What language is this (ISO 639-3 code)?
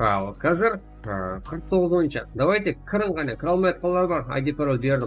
kaa